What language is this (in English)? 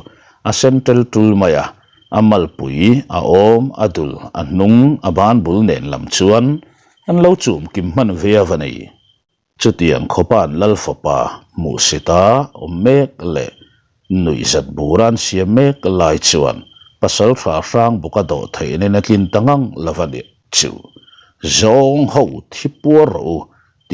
Mizo